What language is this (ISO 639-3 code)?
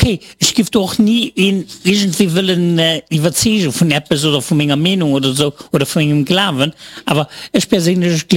ltz